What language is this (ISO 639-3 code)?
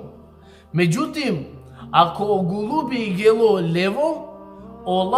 rmn